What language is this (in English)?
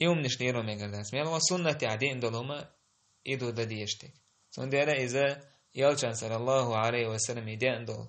Chechen